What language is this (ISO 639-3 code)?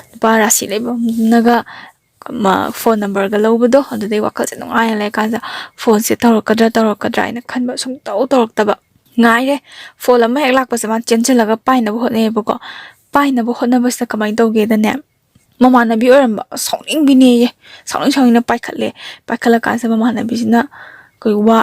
mni